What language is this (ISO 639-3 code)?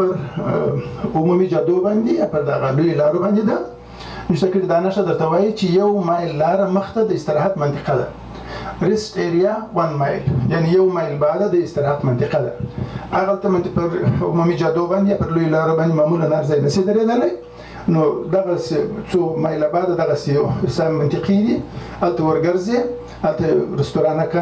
pus